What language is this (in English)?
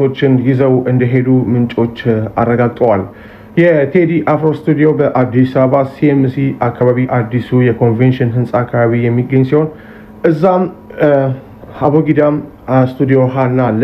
Amharic